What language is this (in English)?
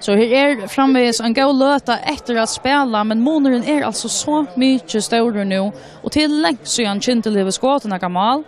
Faroese